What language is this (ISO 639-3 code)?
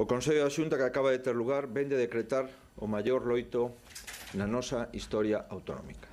glg